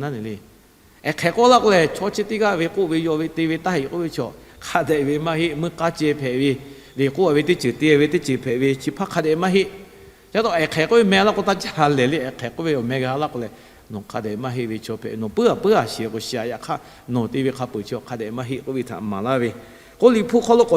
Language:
Lahu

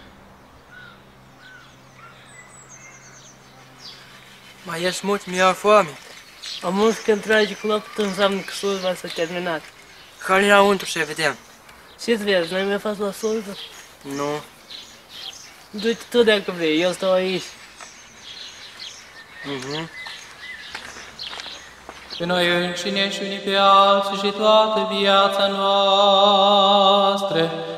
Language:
Romanian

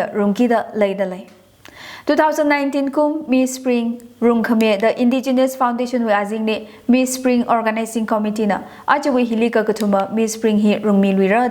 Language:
Tangkhul Naga (India)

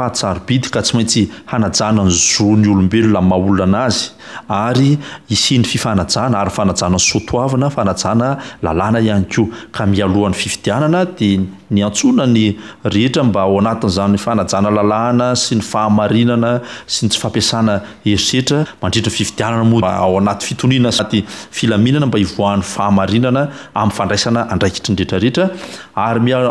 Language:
Malagasy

